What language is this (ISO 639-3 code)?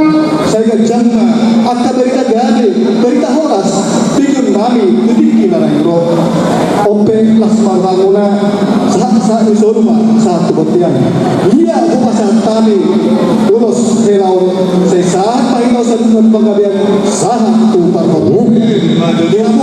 bbc